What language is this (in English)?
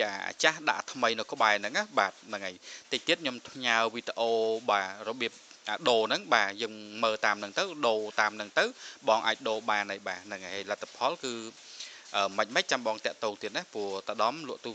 Khmer